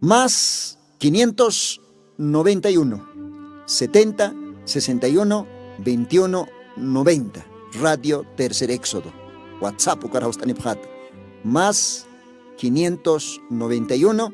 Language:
Aymara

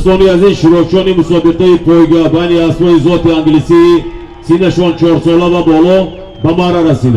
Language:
Tajik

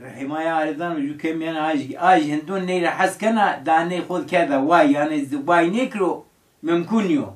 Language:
Zaza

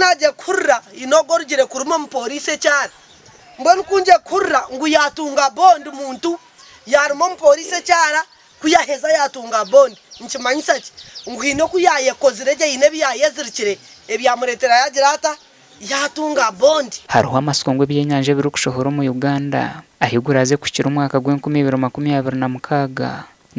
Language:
Nyankole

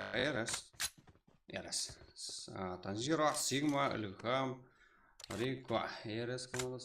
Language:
Kara-Kalpak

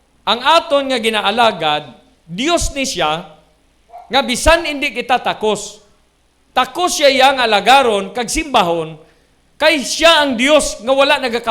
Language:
Hiligaynon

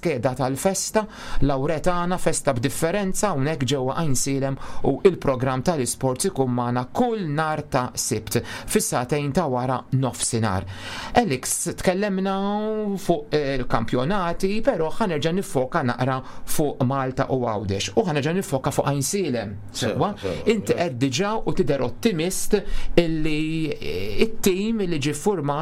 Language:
Maltese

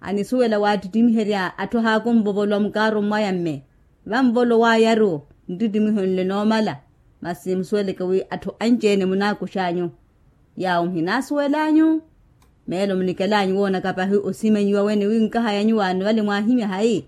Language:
Makhuwa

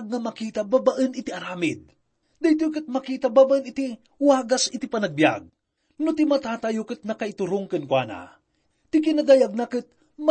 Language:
Iloko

